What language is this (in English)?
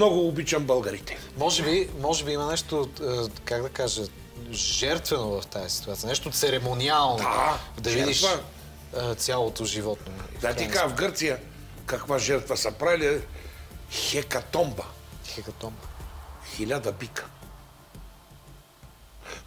Bulgarian